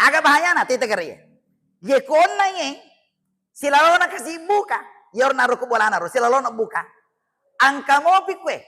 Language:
Buginese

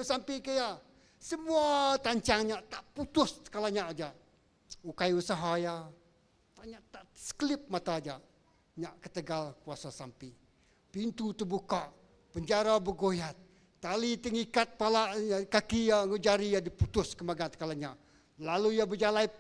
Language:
Iban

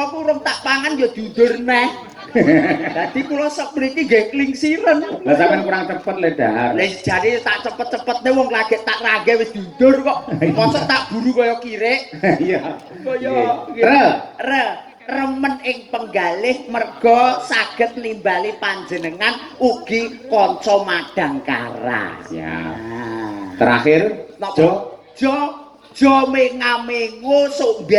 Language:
Javanese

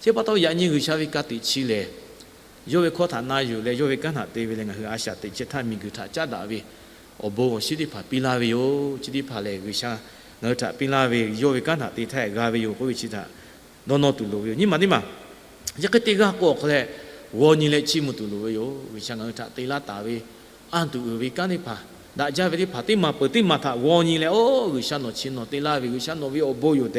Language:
Lahu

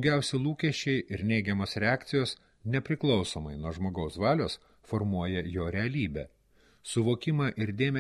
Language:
Lithuanian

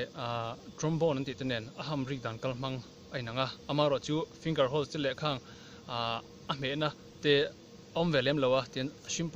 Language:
Mizo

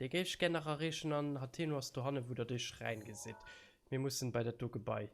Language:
Luxembourgish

